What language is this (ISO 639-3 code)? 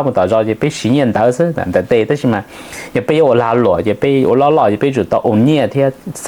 hmn